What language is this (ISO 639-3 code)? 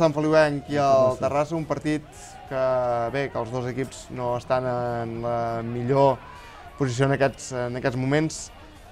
cat